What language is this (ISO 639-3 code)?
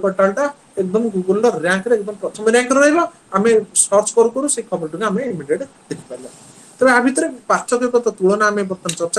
ori